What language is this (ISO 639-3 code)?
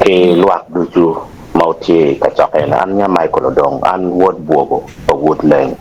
ach